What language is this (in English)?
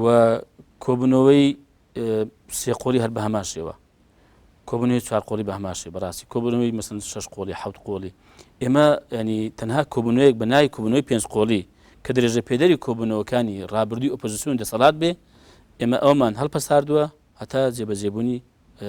Central Kurdish